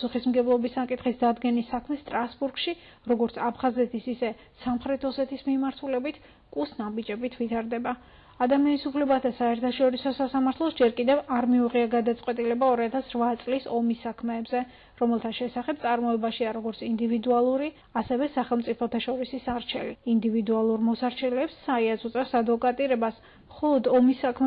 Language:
Georgian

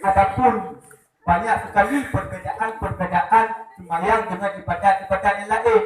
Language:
Achinese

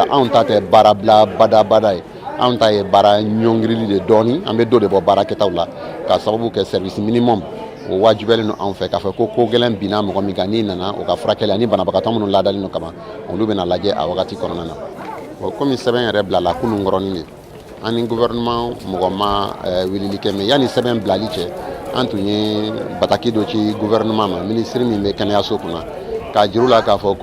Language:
Bambara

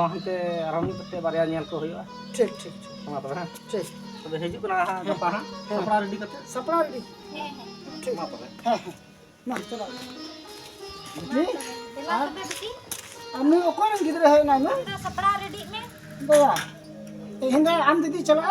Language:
Santali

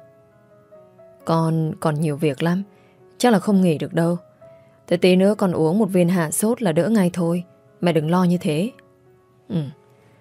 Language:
Vietnamese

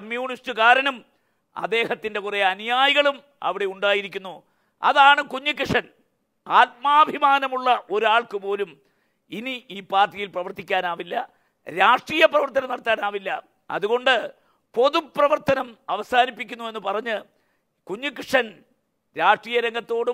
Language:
Malayalam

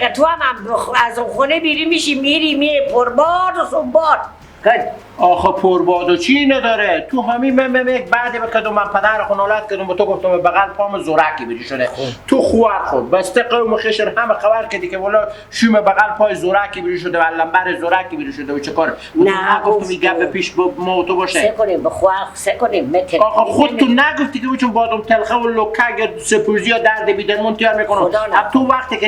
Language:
Persian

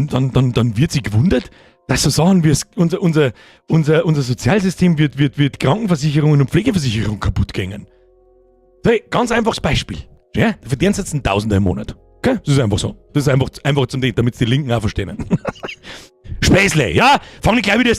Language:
Bavarian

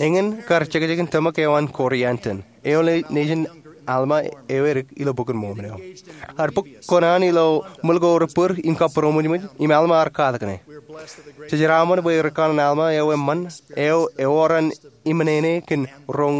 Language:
Marshallese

